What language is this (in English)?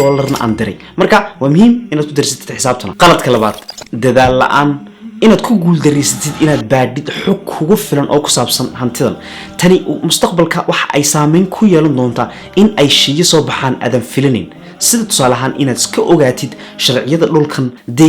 Somali